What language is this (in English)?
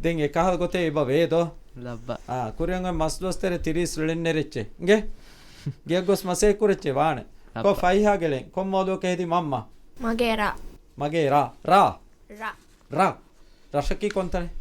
Divehi